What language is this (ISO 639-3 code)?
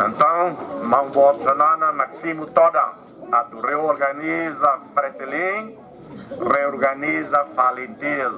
tet